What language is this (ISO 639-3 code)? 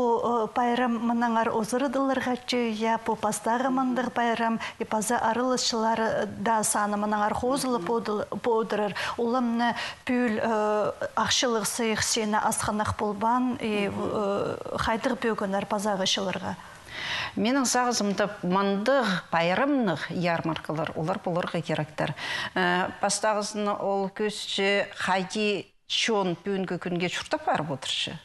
kjh